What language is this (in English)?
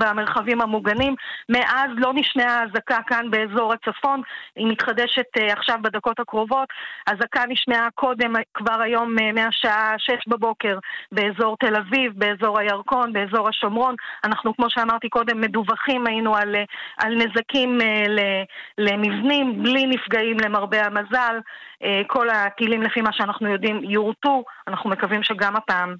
Hebrew